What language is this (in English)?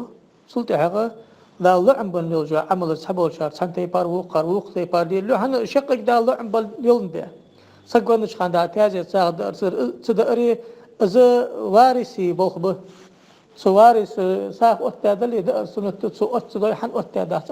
Ingush